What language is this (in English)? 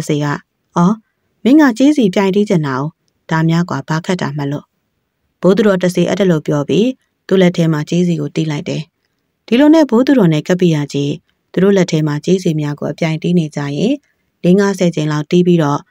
Burmese